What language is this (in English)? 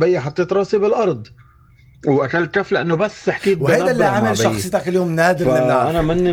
North Levantine Arabic